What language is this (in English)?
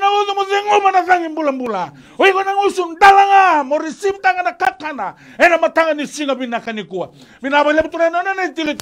Fijian